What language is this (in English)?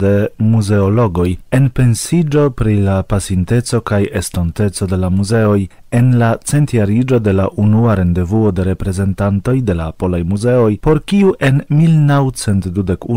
Esperanto